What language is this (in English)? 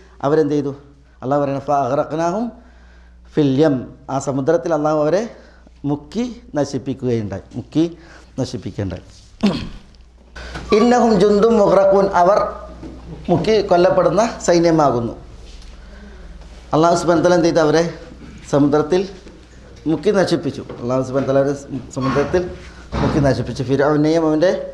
Malayalam